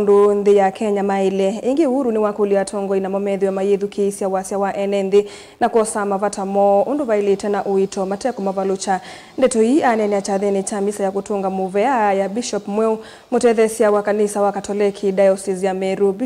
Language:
Kamba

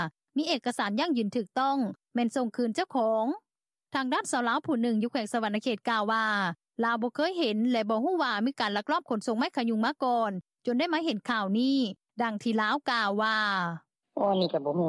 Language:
Lao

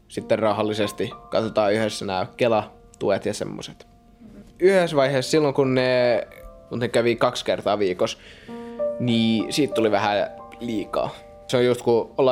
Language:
Finnish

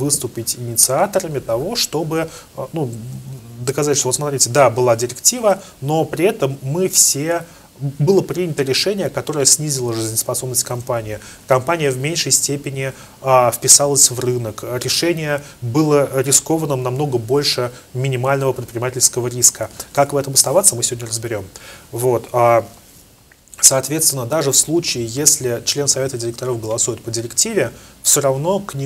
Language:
Russian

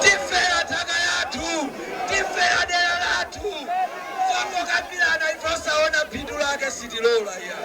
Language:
Nyanja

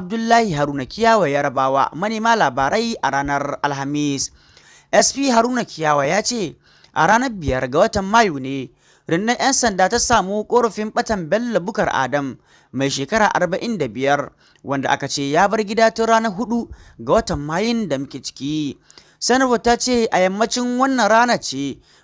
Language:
Hausa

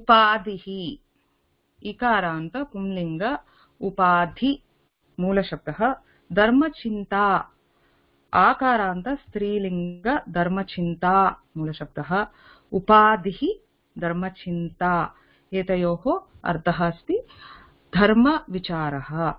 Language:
Sanskrit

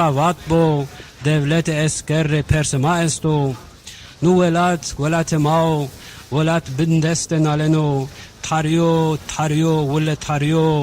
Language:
Zaza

